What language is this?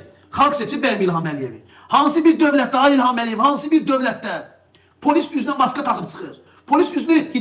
Azerbaijani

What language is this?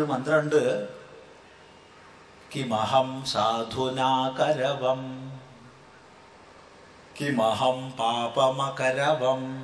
Malayalam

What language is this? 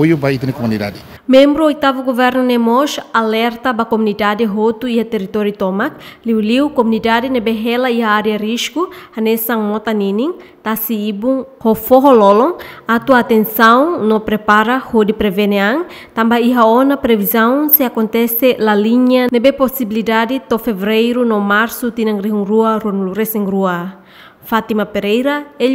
Tetum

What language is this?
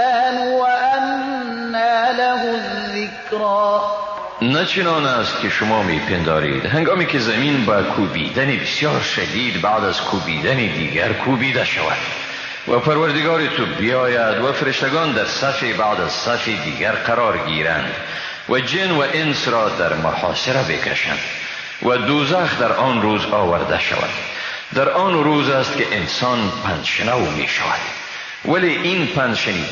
Persian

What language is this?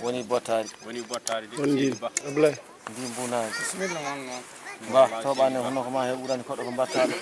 Fula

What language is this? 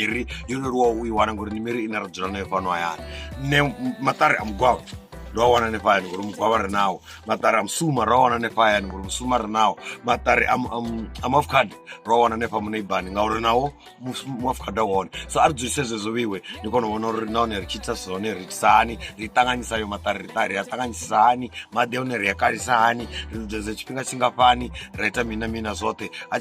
Venda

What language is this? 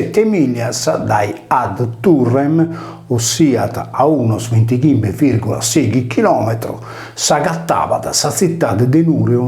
Sardinian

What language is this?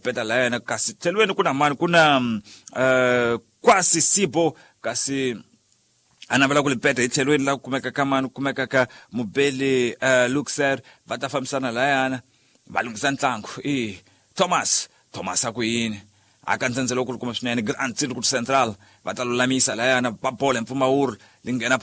Tsonga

